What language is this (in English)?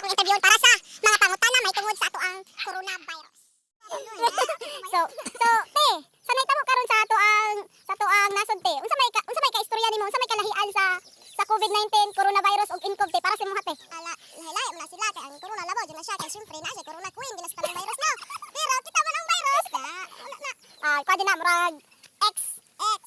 Cebuano